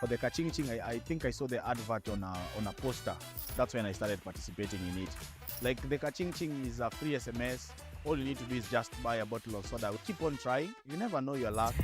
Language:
Meru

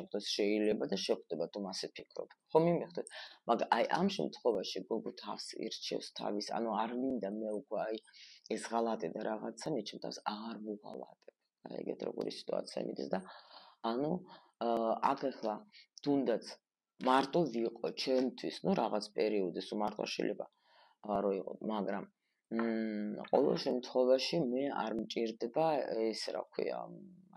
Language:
Georgian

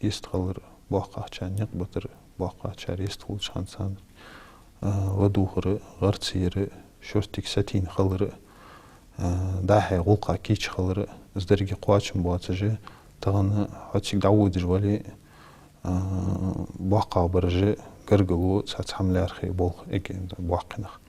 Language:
Ingush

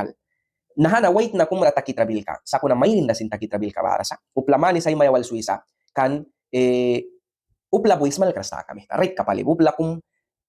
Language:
Mískito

